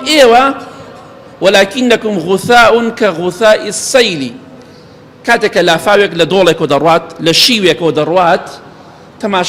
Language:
Central Kurdish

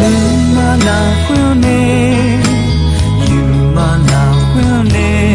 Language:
Akha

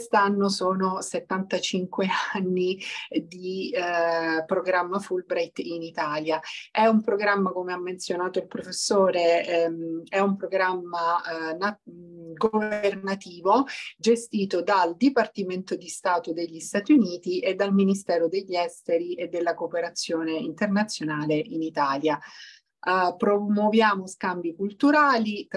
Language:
Italian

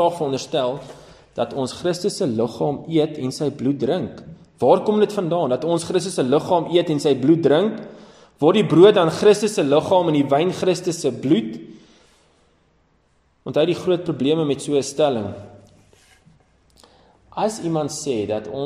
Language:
Afrikaans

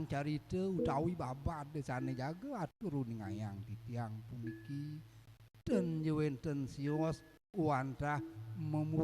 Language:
Balinese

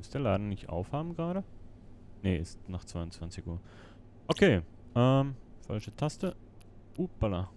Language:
Swiss German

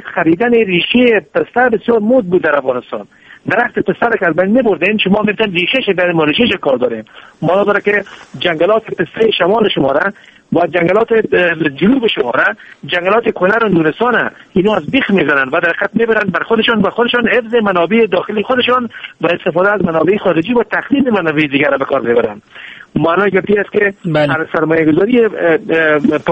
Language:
Persian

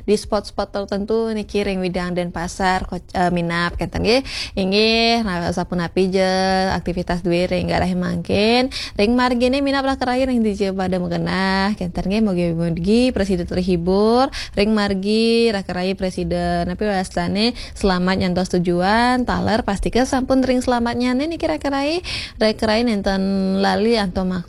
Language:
Balinese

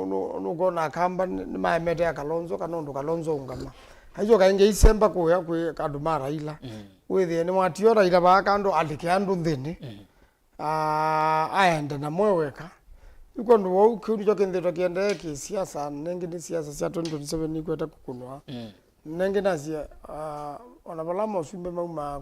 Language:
Kamba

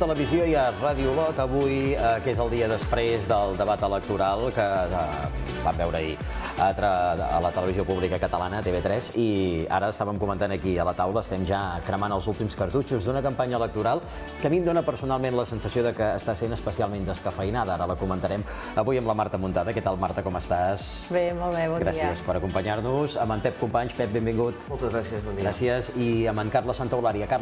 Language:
Catalan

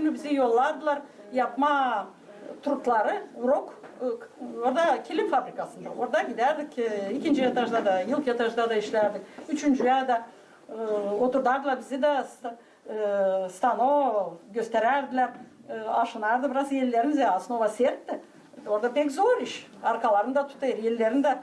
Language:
Gagauz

